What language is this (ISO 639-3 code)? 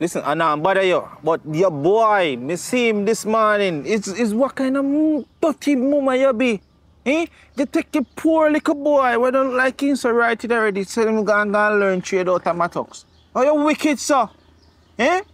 jam